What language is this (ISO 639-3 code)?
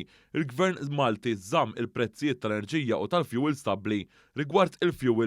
mlt